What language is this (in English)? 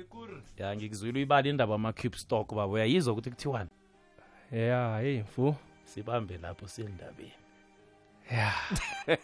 South Ndebele